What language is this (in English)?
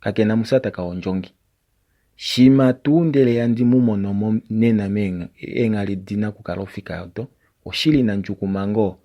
Kuanyama